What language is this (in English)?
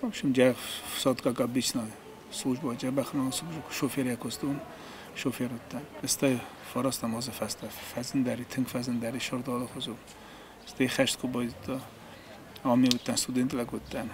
Ossetic